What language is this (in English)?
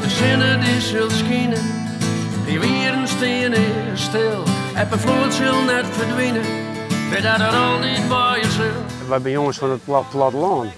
Western Frisian